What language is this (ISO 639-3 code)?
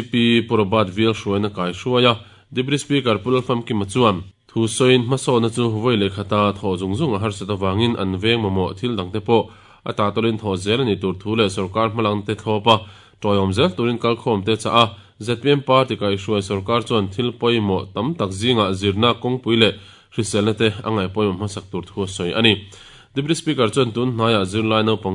lus